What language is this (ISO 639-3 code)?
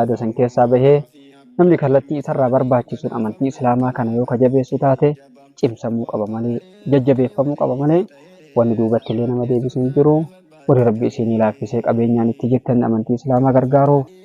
orm